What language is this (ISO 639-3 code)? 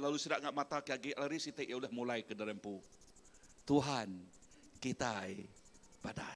iba